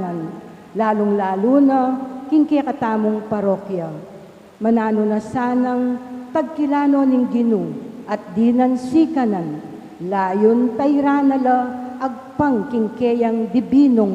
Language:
Pampanga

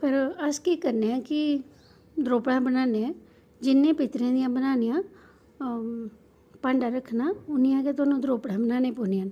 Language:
Dogri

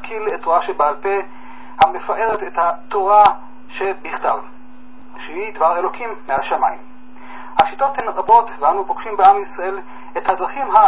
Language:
Hebrew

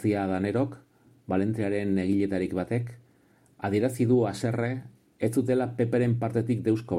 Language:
Basque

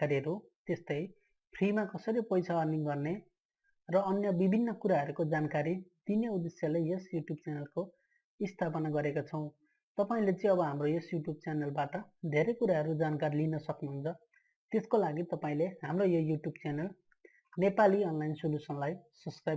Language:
Nepali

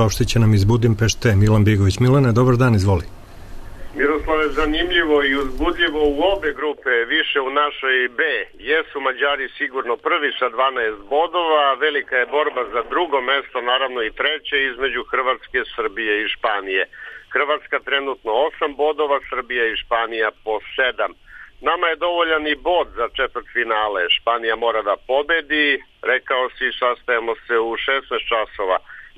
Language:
Serbian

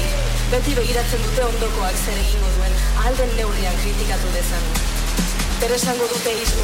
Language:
Basque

